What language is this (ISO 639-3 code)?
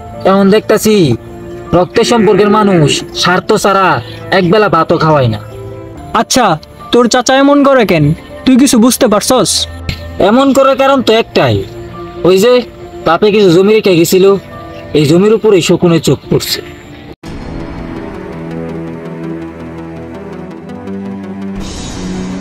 ben